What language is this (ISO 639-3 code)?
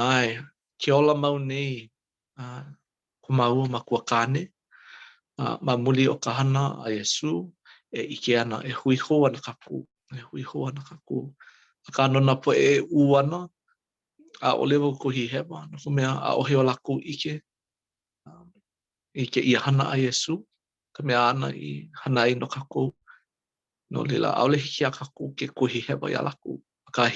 haw